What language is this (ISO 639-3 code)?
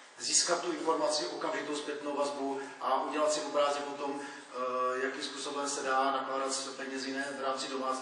ces